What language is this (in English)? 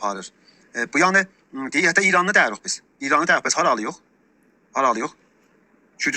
South Azerbaijani